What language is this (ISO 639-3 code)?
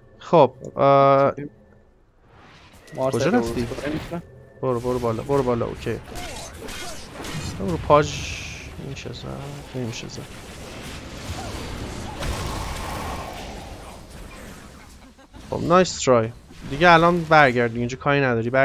fas